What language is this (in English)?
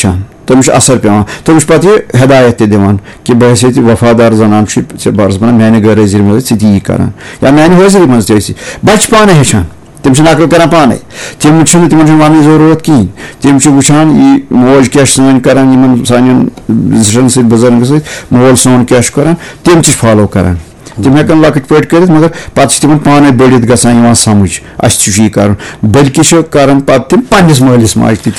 Kashmiri